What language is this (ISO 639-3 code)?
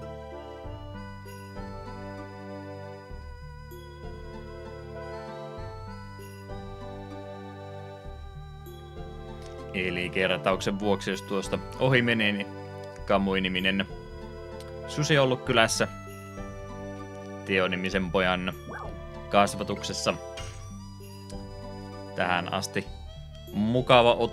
fin